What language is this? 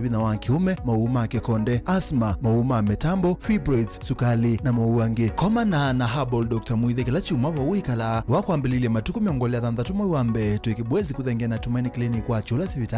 Kamba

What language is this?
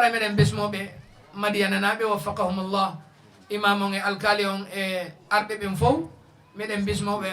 Fula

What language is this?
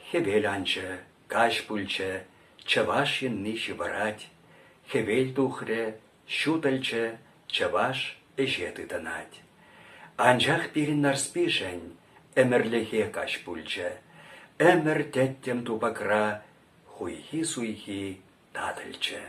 Chuvash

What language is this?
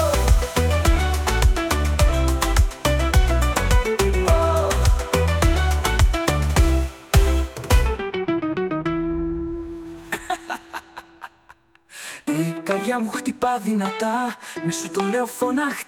Greek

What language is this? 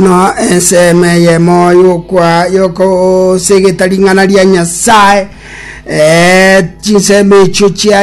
Gusii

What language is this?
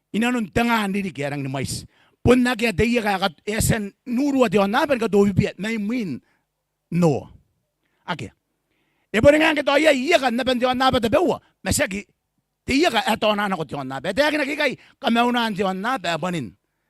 Gilbertese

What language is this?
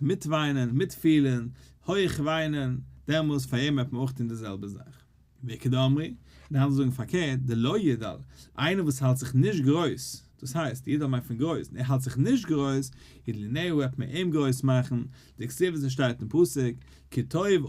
Yiddish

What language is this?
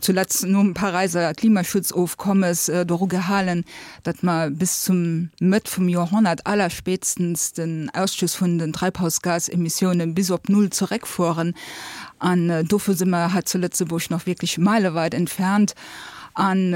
Luxembourgish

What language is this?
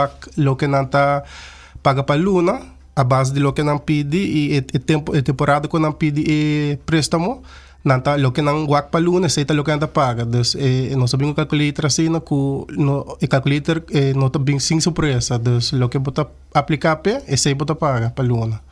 Papiamento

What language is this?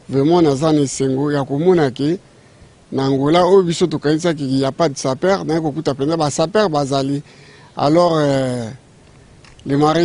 Lingala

